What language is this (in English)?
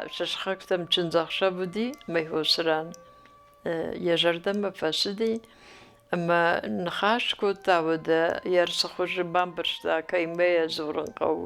Ossetic